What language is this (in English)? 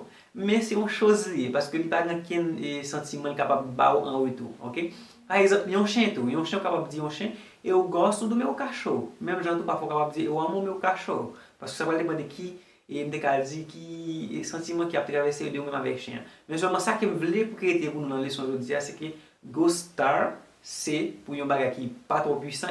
Haitian Creole